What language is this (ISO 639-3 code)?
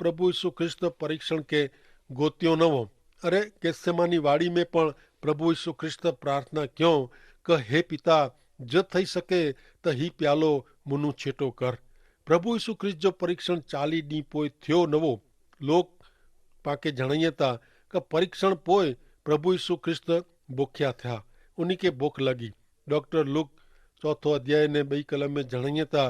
kfr